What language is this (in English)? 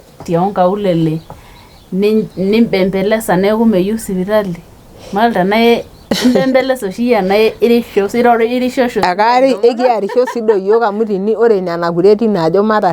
Masai